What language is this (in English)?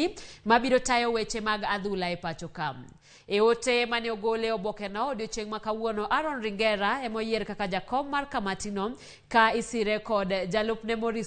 Luo (Kenya and Tanzania)